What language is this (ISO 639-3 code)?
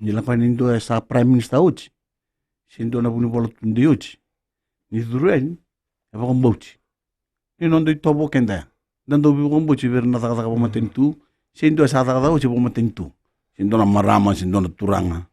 fij